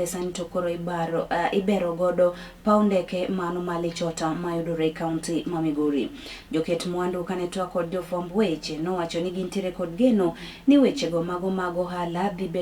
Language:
Luo (Kenya and Tanzania)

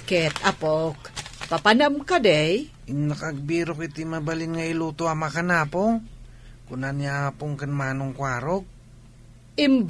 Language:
Iloko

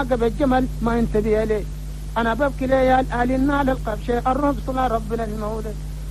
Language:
Chadian Arabic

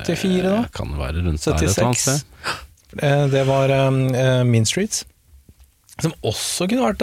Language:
Norwegian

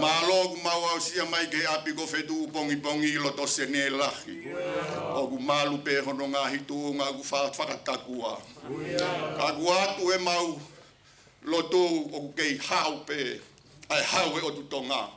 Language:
Tongan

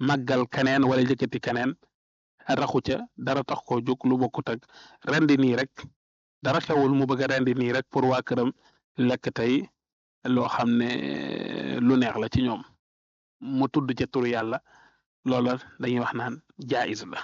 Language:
Wolof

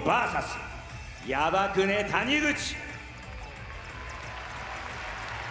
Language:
Japanese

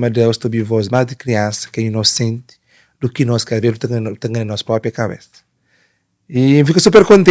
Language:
Kabuverdianu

